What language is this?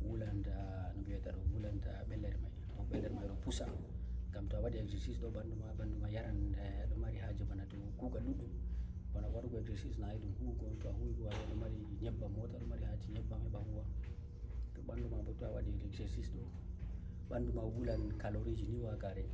Fula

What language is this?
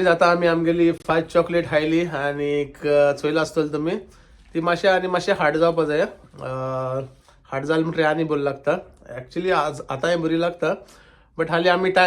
Konkani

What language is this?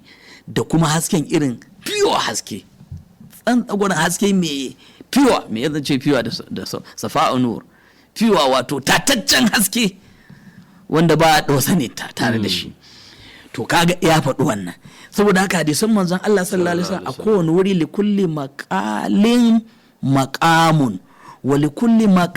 Hausa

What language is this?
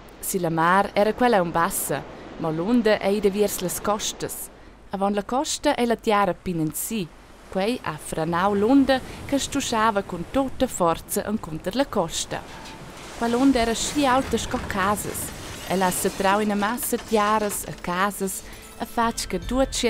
Romansh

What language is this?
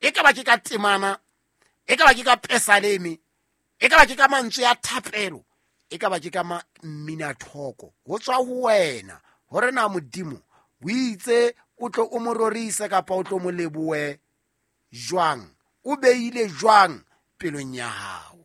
Southern Sotho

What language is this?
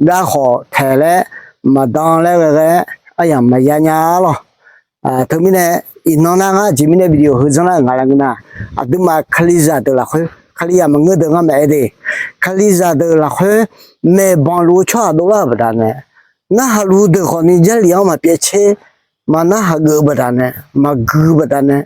Akha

